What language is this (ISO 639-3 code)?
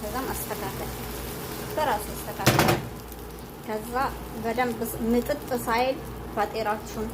amh